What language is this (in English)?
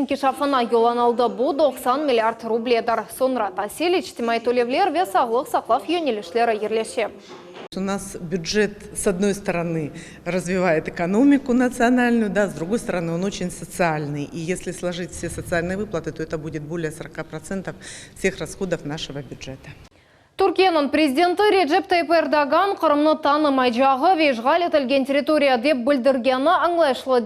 Crimean Tatar